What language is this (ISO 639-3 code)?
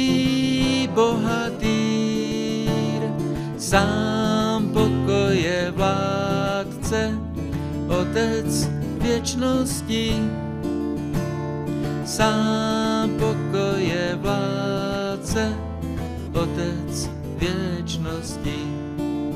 ces